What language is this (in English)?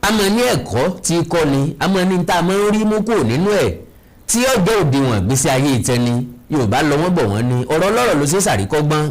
Yoruba